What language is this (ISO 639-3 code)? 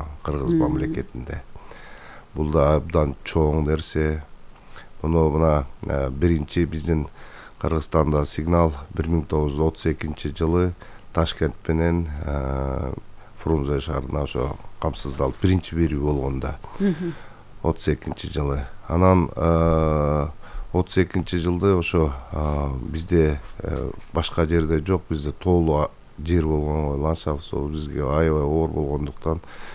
kir